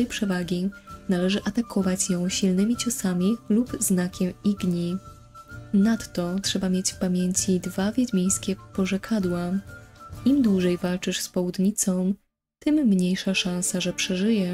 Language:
Polish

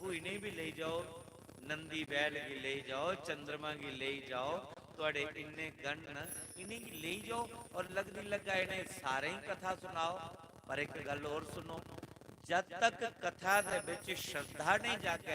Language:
Dogri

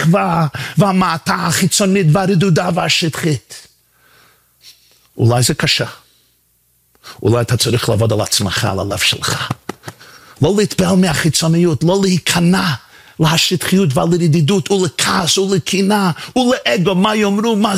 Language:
Hebrew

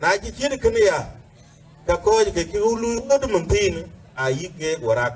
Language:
Dinka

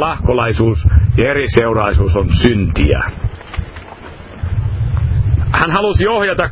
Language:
Finnish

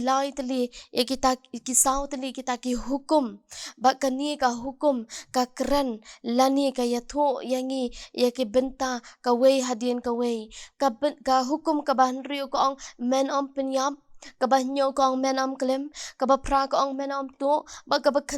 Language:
Khasi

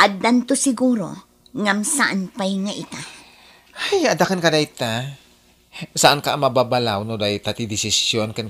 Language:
Iloko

